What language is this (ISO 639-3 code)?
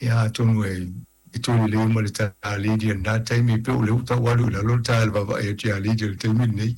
smo